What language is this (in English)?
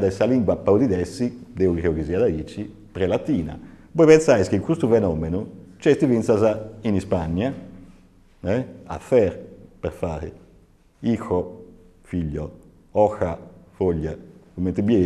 Sardinian